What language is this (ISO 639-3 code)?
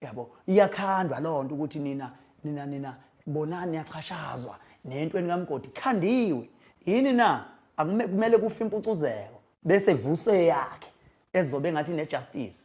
zul